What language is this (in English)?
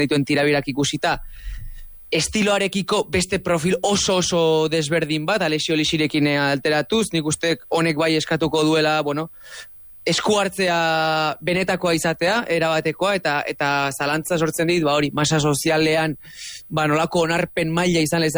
Basque